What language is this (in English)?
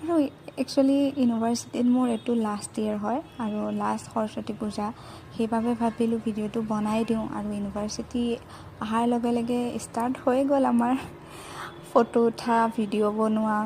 Assamese